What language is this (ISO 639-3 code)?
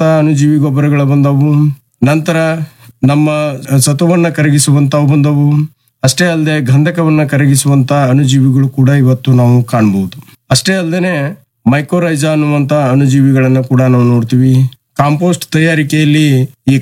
kan